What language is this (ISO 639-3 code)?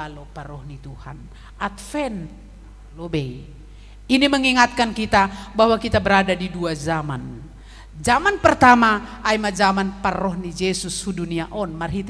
bts